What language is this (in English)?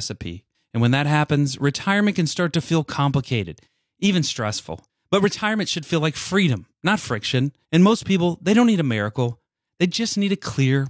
English